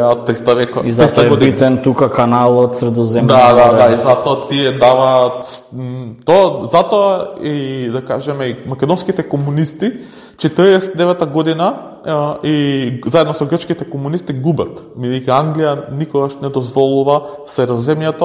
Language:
Macedonian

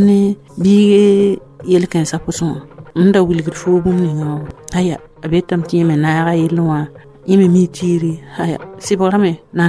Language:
Mossi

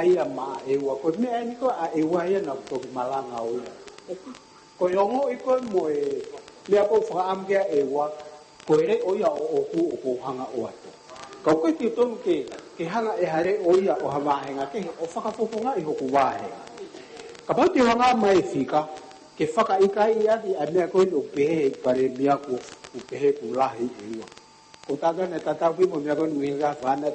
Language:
Tongan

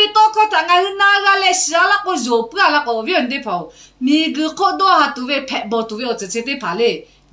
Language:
Lahu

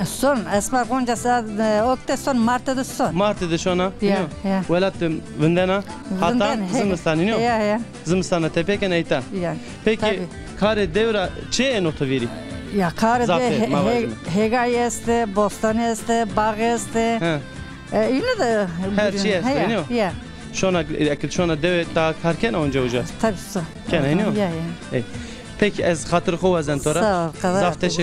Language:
Zaza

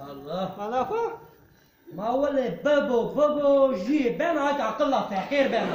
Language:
Zaza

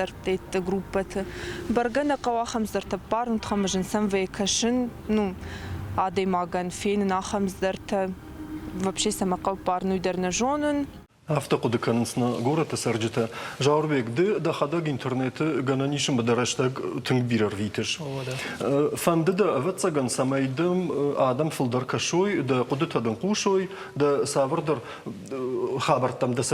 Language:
Ossetic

